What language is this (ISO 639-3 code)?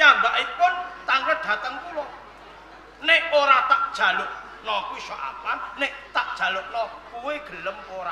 jav